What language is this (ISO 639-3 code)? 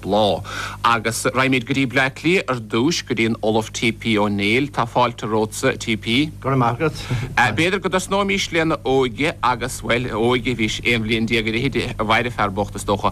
gle